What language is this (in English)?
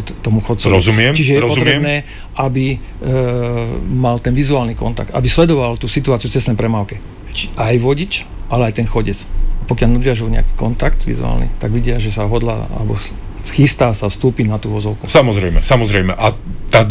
Slovak